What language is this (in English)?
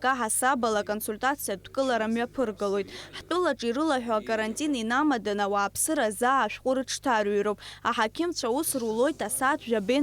Abkhazian